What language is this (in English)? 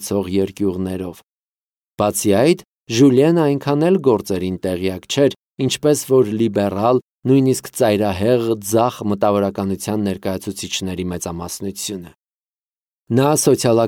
Armenian